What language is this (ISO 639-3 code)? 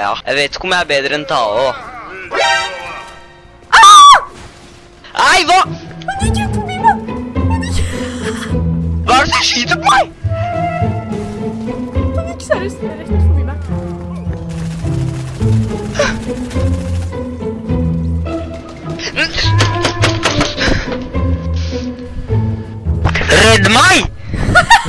nor